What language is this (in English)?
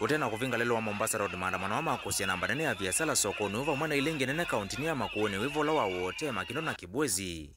Kamba